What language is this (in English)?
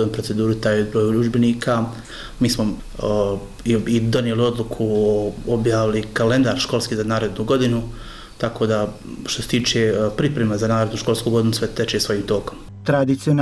Bosnian